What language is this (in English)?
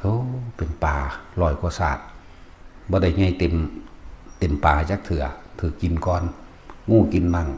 Lao